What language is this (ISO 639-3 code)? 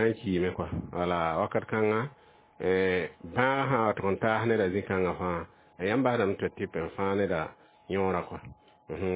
mos